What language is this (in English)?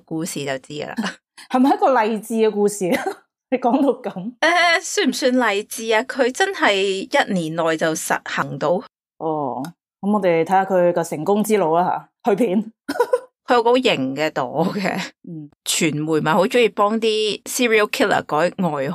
Cantonese